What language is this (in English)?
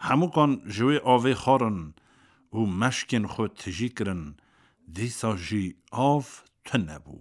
Kurdish